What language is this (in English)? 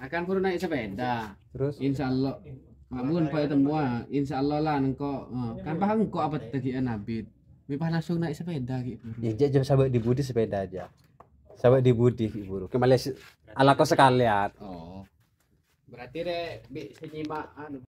Madurese